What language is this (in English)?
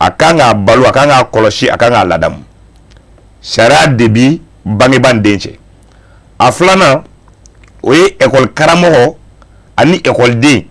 Bambara